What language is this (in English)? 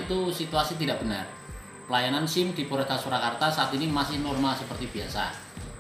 Indonesian